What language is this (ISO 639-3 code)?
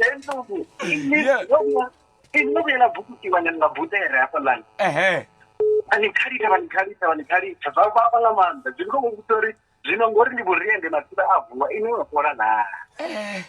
ven